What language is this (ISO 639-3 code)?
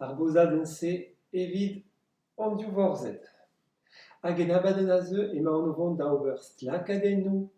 bre